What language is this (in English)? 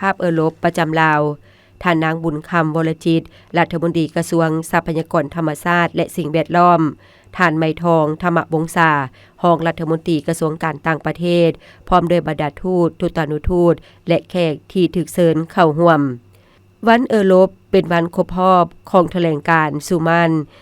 Lao